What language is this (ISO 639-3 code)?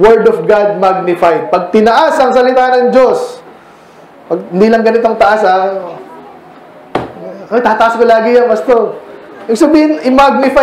fil